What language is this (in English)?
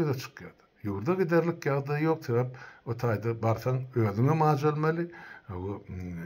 Turkmen